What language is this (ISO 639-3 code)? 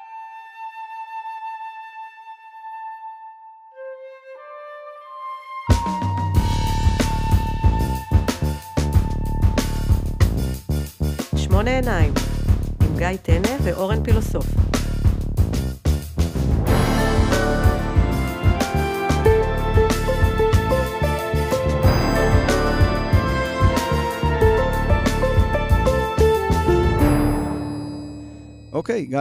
heb